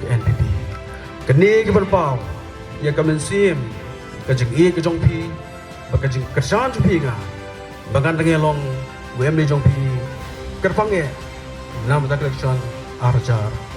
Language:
Khasi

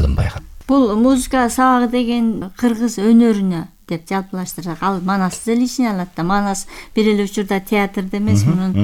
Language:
Kyrgyz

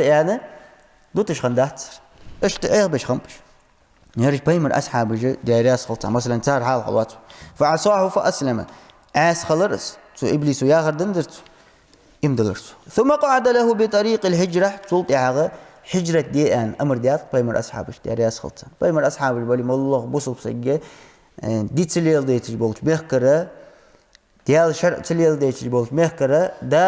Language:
Ingush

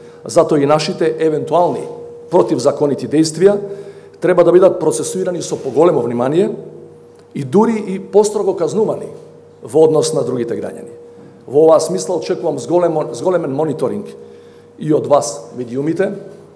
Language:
Macedonian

